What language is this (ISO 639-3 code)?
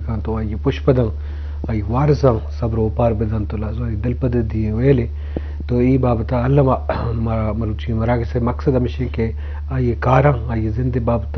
bgp